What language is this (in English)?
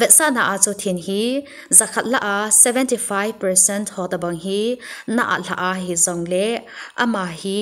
Thado Chin